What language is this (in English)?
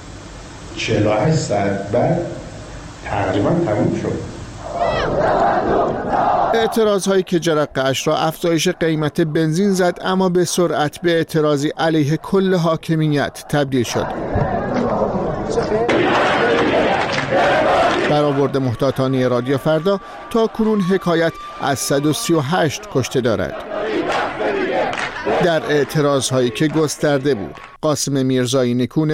Persian